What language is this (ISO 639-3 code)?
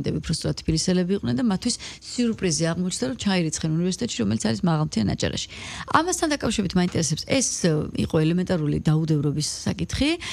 kat